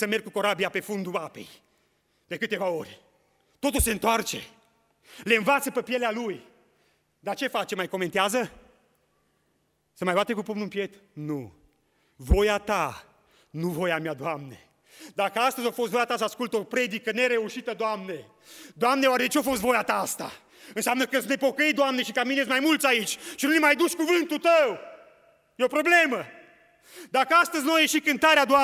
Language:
Romanian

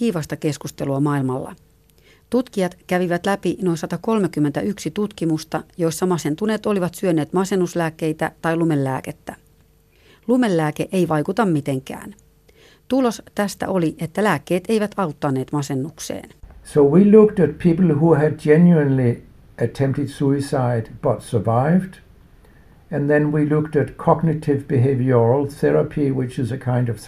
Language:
Finnish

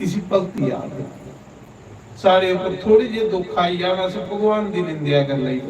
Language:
Dogri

